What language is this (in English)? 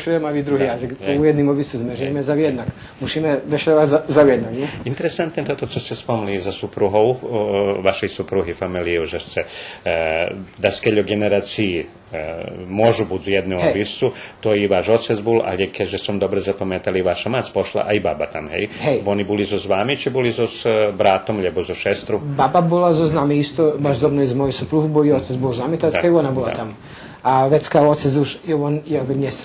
Rusyn